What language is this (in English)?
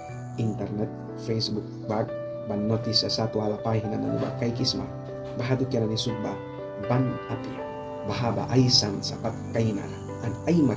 Mískito